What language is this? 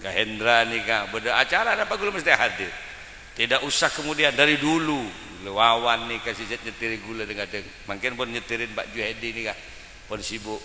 Madurese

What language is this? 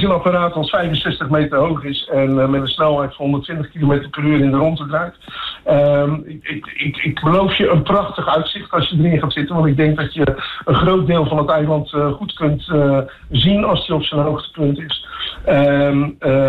Dutch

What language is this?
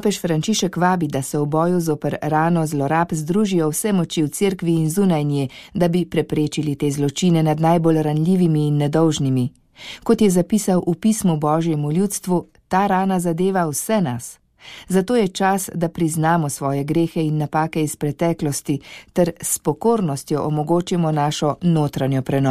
Slovenian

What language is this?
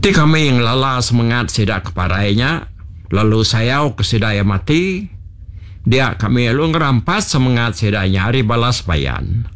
Iban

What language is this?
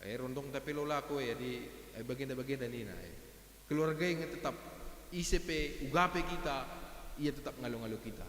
Batak Karo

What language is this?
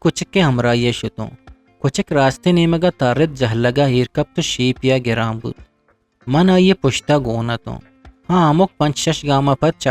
Eastern Balochi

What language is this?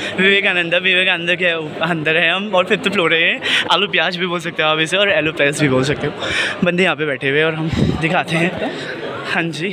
Hindi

